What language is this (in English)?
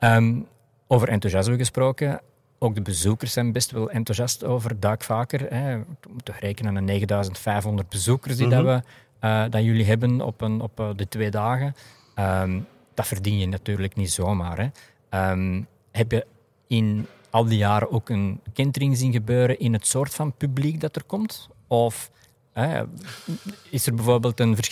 Dutch